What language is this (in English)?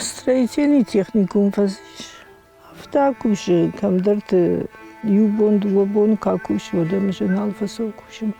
Ossetic